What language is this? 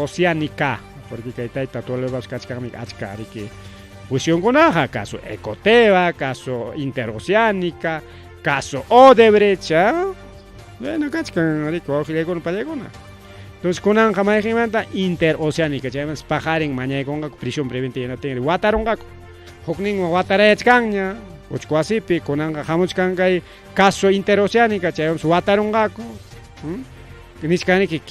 Ayacucho Quechua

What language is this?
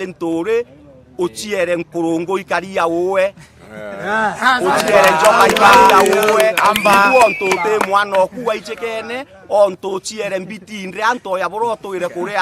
Meru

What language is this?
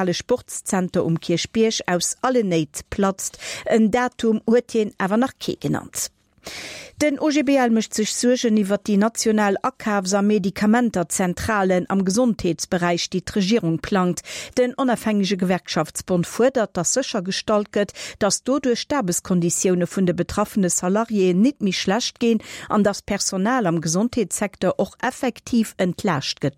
Luxembourgish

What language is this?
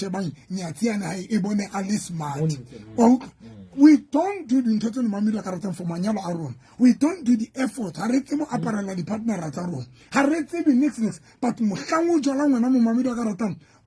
Southern Sotho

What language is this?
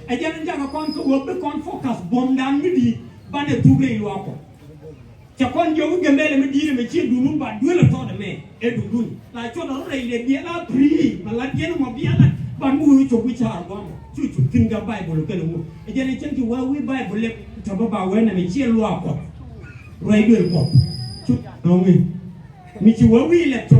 Nuer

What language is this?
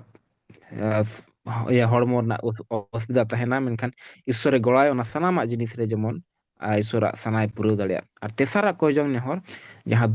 Santali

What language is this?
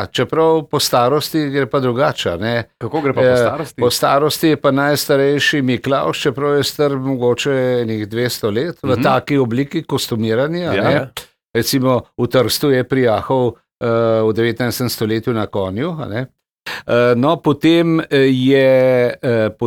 Slovenian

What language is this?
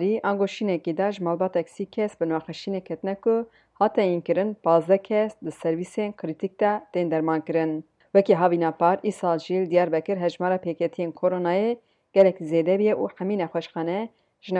Kurdish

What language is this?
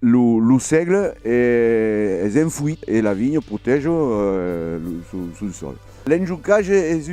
Occitan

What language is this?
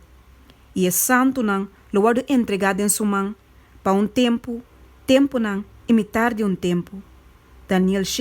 Papiamento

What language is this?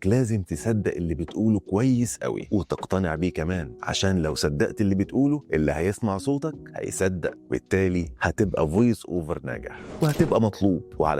Egyptian Arabic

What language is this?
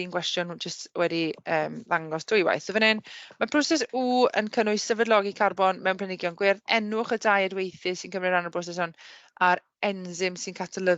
Welsh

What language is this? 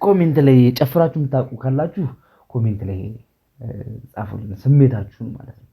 Amharic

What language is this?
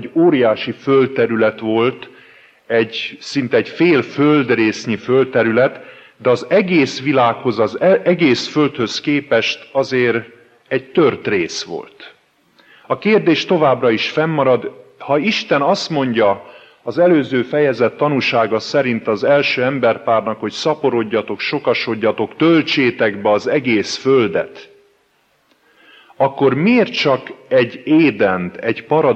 Hungarian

